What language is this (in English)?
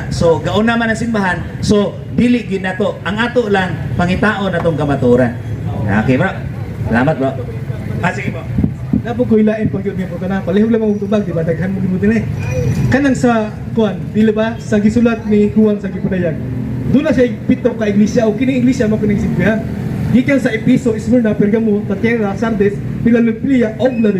Cebuano